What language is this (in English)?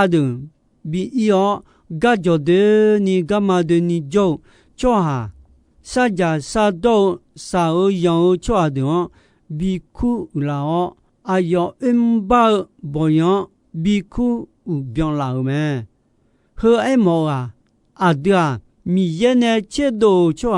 Akha